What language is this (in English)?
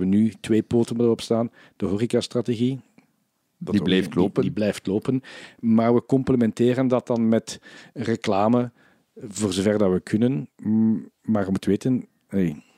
Dutch